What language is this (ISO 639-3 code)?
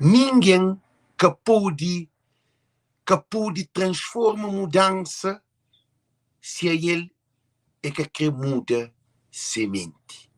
kea